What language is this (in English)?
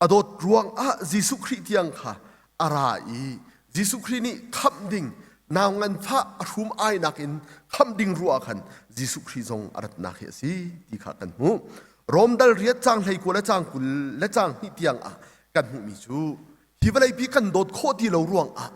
Hakha Chin